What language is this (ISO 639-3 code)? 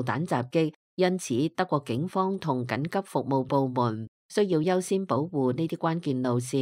yue